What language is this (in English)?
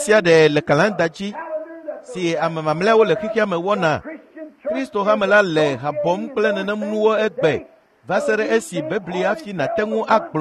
Ewe